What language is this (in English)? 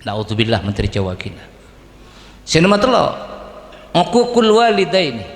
Madurese